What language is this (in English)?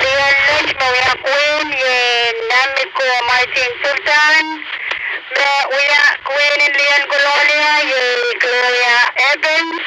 Pohnpeian